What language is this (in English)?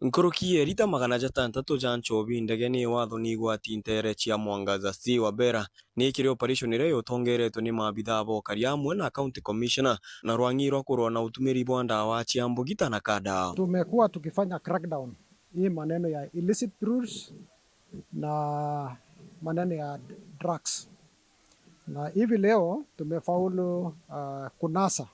Meru